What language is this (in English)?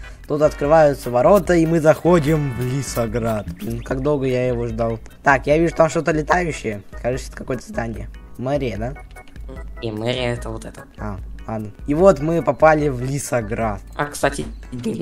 Russian